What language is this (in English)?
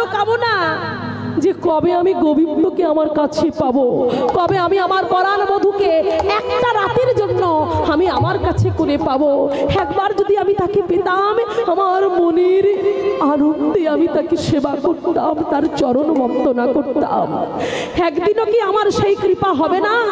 Bangla